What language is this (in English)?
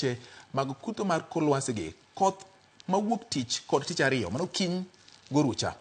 Luo (Kenya and Tanzania)